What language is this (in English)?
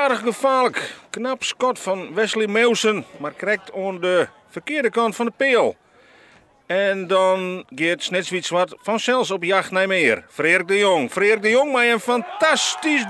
Western Frisian